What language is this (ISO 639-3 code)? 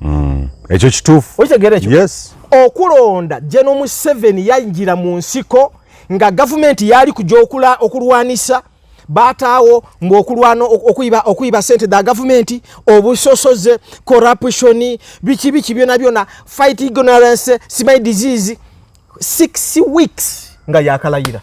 lug